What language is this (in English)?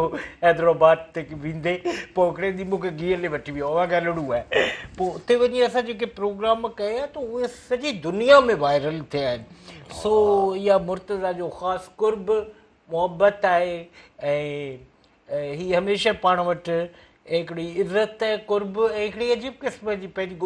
Sindhi